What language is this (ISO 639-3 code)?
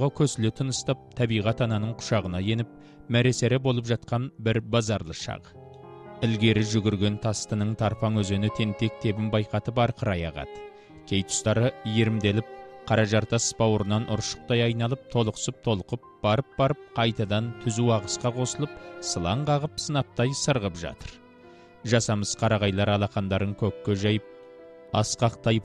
kaz